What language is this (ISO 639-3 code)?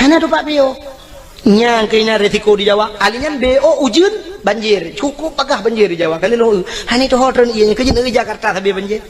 ace